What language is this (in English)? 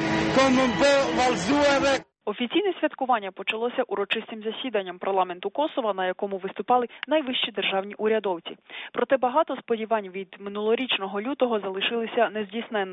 Ukrainian